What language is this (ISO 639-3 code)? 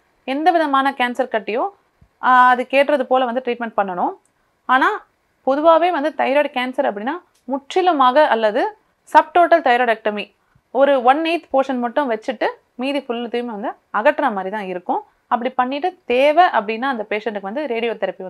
tam